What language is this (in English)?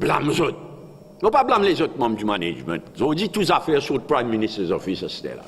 Morisyen